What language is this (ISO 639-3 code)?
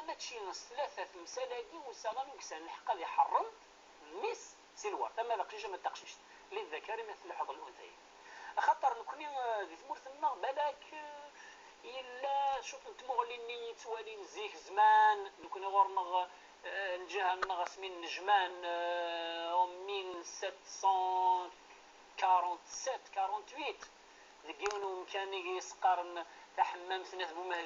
kab